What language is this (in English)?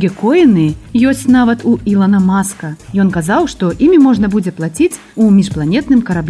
Belarusian